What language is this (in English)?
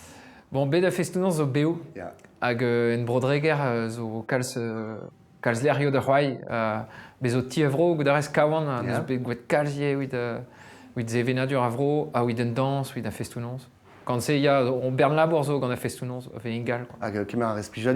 Breton